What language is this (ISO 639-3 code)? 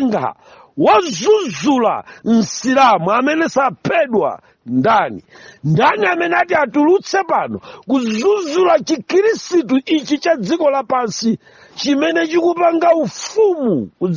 nya